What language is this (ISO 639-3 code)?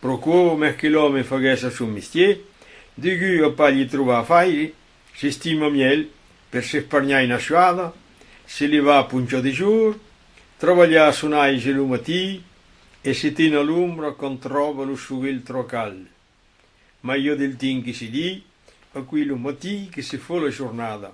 oci